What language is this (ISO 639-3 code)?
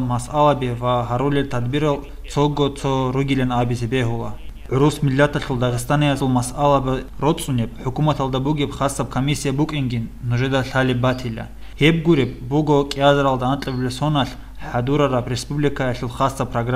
ava